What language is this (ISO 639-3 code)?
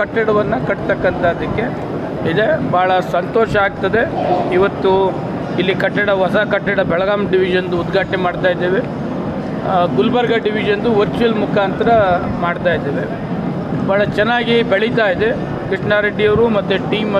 kan